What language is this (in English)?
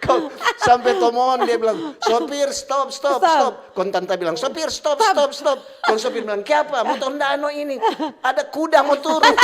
Manado Malay